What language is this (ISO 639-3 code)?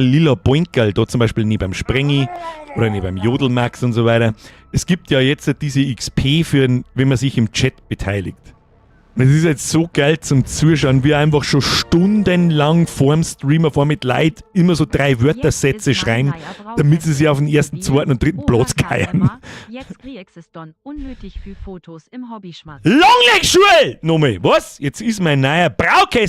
bar